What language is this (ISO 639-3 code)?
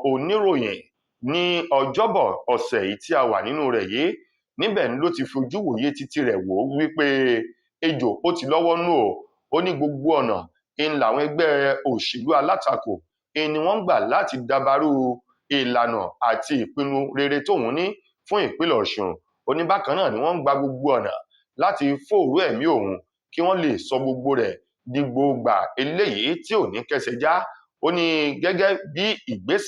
yor